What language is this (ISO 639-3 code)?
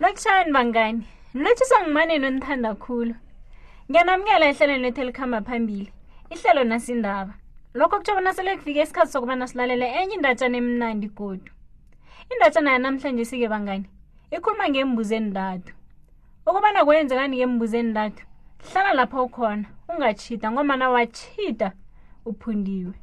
nbl